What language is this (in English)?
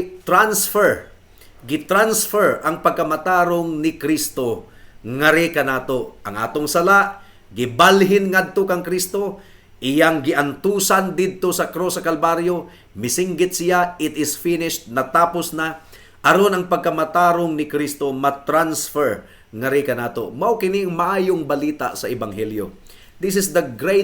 Cebuano